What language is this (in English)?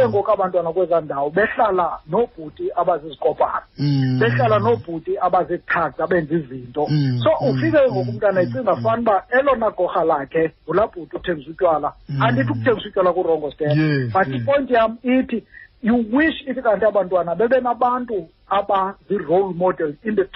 Xhosa